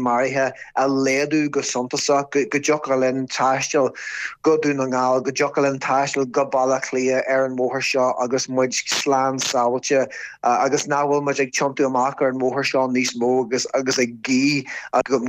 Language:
Irish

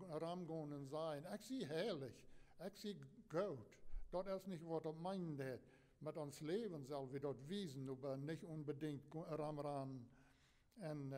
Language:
Plautdietsch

